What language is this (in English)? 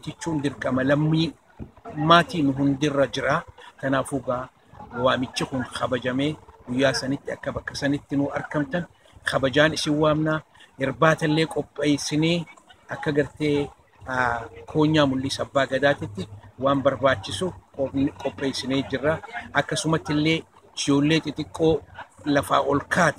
Oromo